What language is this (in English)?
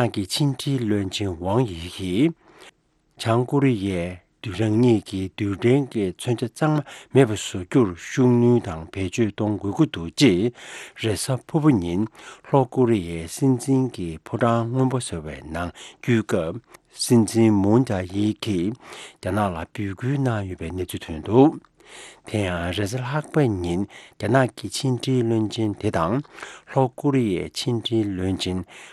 Tibetan